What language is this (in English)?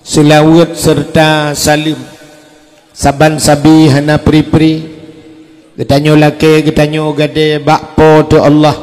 Achinese